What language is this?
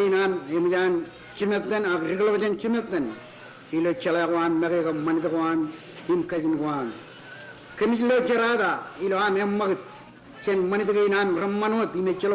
Marshallese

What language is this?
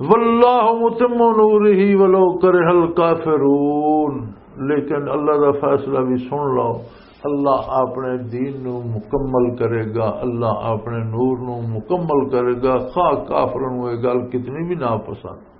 Western Panjabi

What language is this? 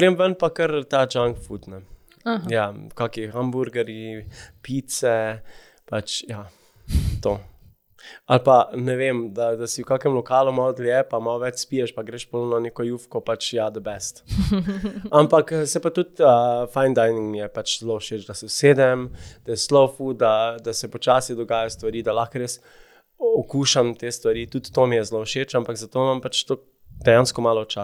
Slovenian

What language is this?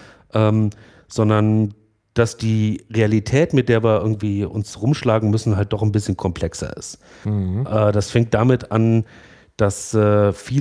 German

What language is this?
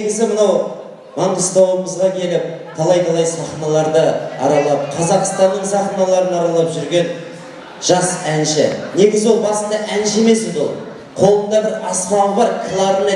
Kara-Kalpak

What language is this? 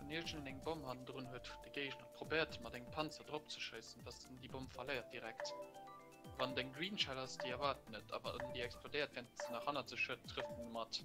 Luxembourgish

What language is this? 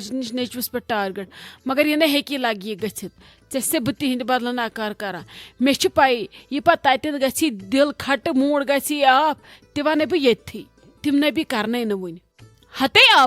Kashmiri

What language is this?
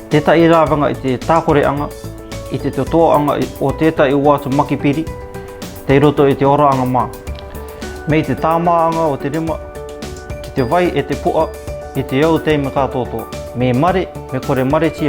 Rarotongan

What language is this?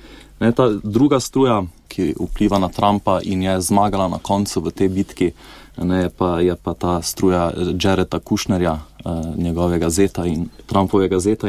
Slovenian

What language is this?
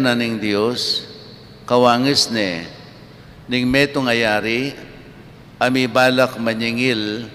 Pampanga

